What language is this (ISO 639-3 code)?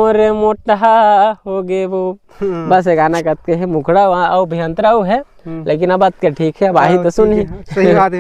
hne